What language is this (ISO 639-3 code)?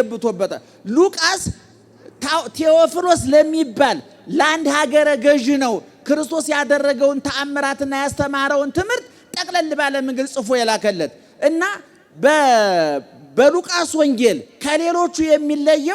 amh